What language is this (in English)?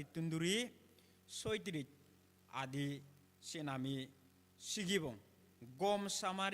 Chakma